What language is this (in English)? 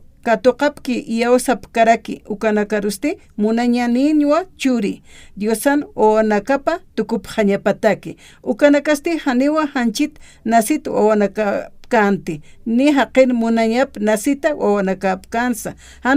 Aymara